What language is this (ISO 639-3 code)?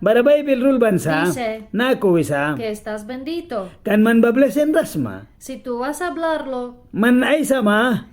miq